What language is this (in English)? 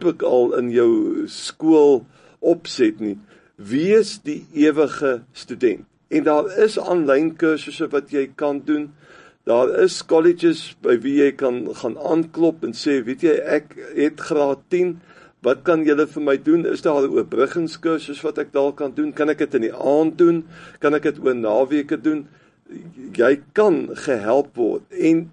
Afrikaans